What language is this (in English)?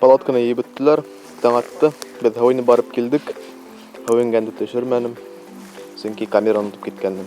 Bashkir